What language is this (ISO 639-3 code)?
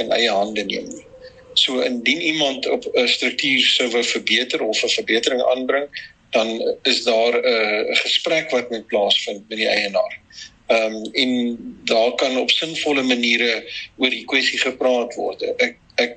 afr